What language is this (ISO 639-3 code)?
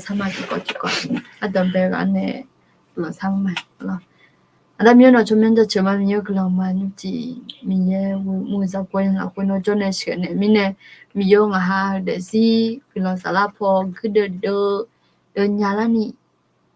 ahk